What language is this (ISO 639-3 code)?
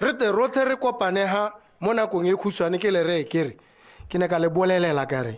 tsn